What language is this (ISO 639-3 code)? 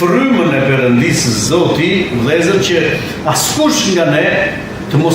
sqi